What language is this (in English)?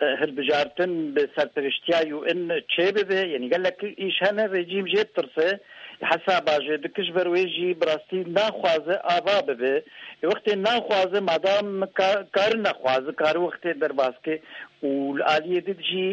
Kurdish